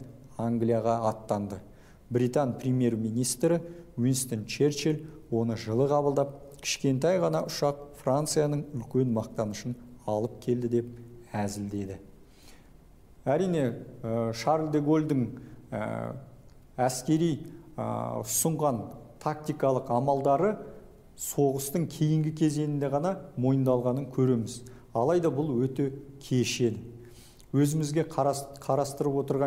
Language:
Kazakh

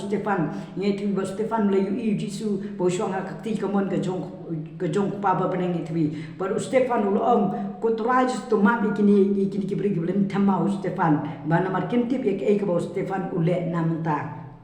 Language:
Khasi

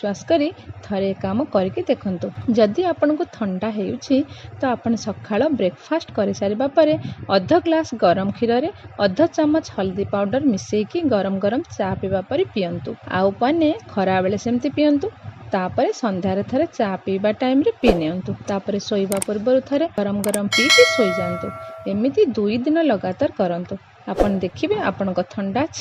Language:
Odia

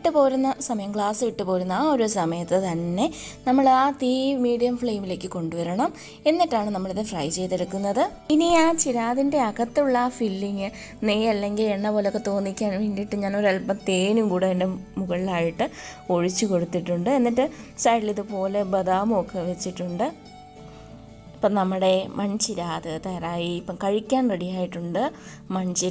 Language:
Malayalam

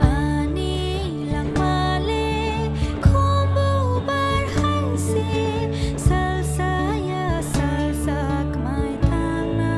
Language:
Kok Borok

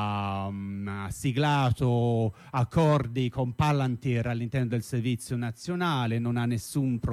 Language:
Italian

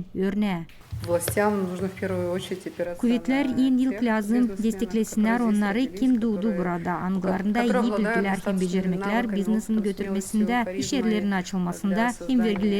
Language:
Gagauz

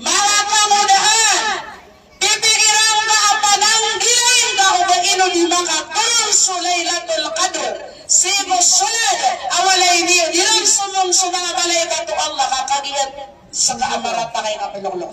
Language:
Maranao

